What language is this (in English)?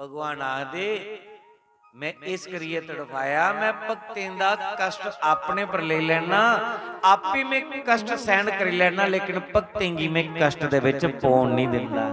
Dogri